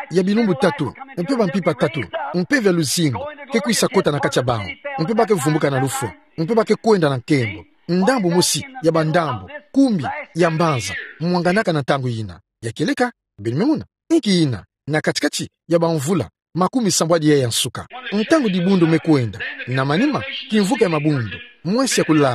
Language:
Kituba (Democratic Republic of Congo)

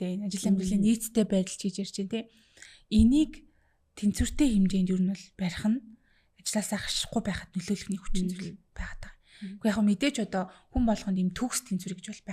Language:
Mongolian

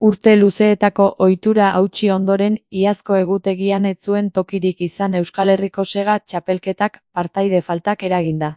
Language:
Basque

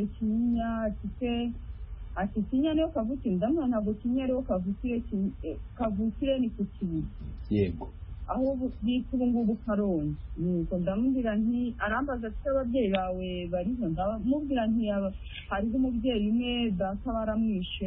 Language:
Kinyarwanda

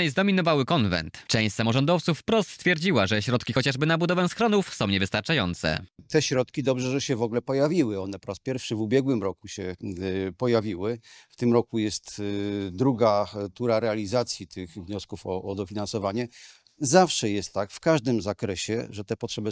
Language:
Polish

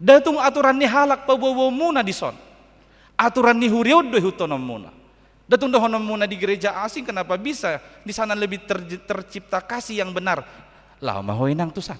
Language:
Batak Toba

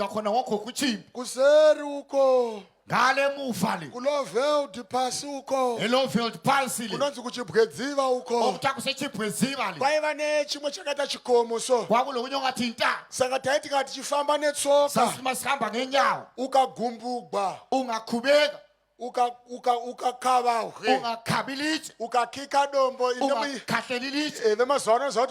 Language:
Shona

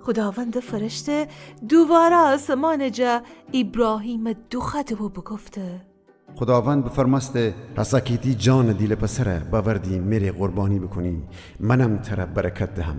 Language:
Gilaki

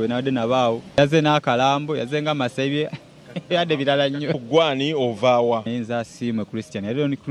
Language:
Ganda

